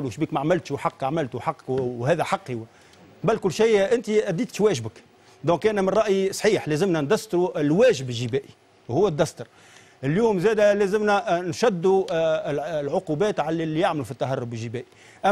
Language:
Tunisian Arabic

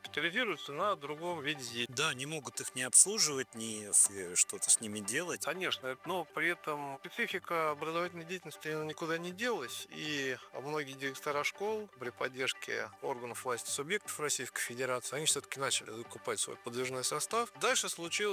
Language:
Russian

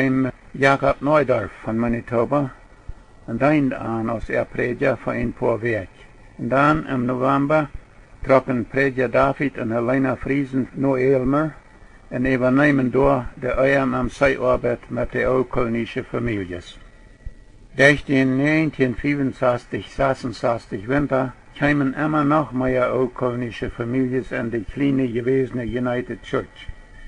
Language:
Plautdietsch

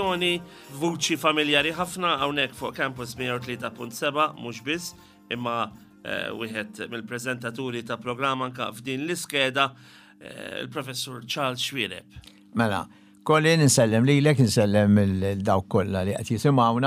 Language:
Maltese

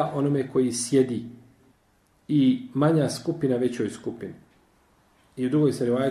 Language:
Bosnian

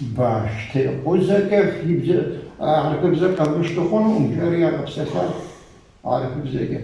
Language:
Kabardian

